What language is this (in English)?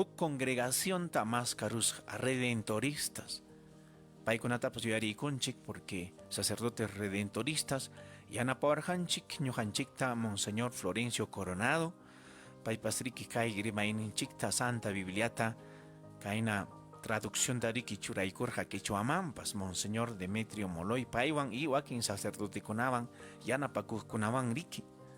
Ayacucho Quechua